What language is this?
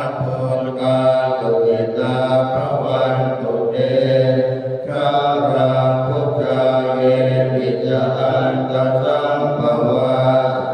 Pali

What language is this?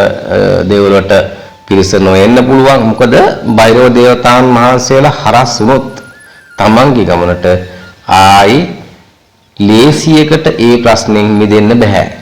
Sinhala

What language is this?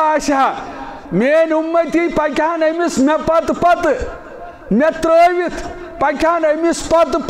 Kashmiri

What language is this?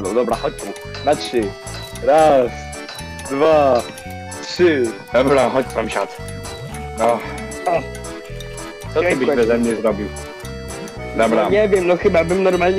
Polish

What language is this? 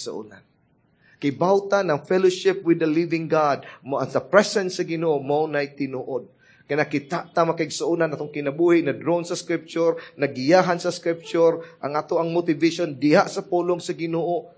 Cebuano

